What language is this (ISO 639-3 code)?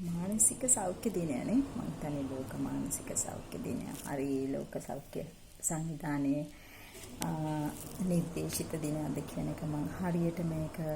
sin